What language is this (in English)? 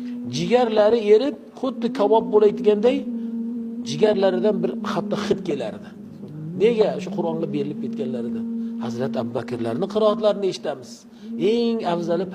Uzbek